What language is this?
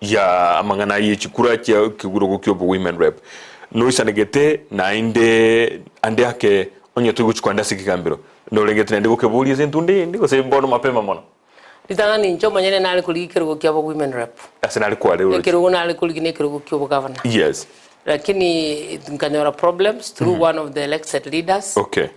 Gusii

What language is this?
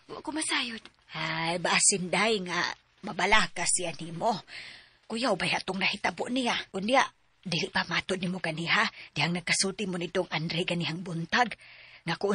Cebuano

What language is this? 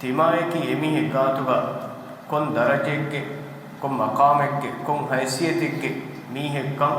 Divehi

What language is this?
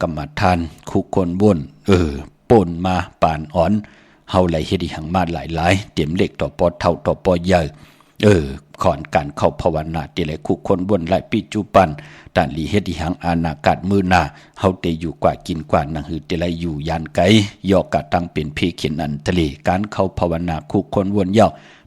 Shan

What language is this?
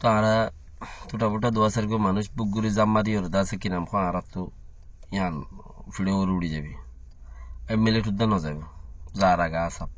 Rohingya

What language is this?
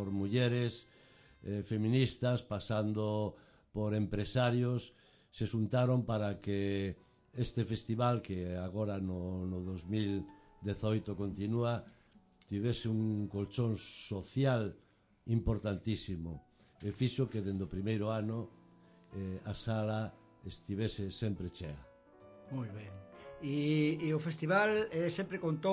Galician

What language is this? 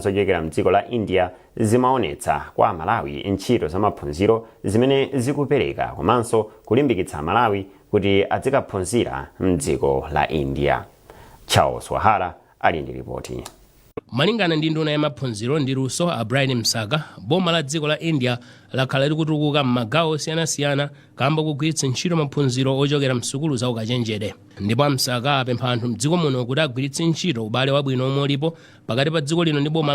Nyanja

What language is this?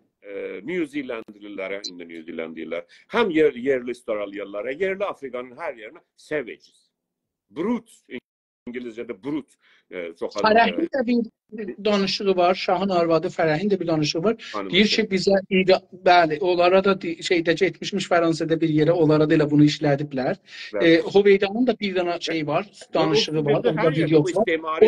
South Azerbaijani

